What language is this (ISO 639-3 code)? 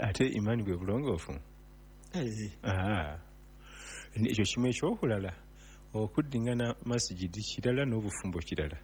lug